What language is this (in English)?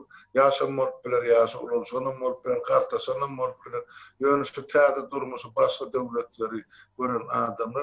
Turkmen